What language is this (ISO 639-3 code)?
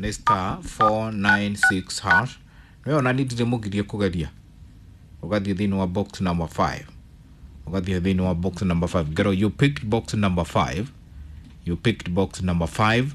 kik